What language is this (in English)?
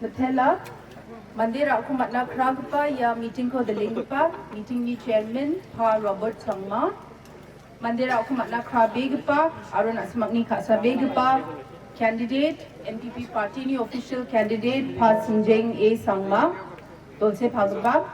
Garo